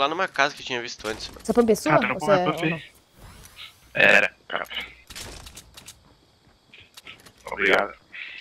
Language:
Portuguese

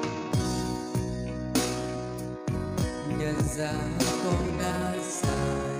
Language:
Vietnamese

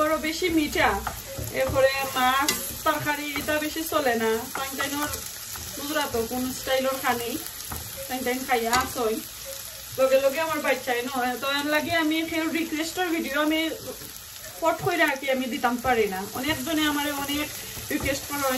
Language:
Sylheti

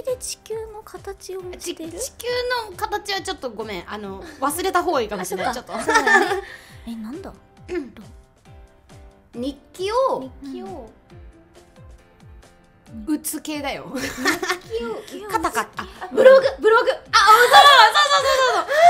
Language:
Japanese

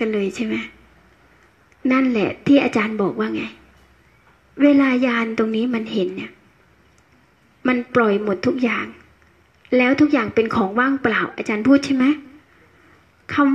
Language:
Thai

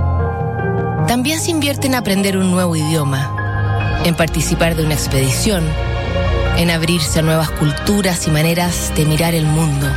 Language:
Spanish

